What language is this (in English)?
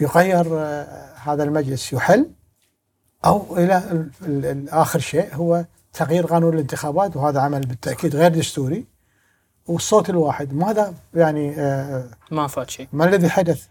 Gulf Arabic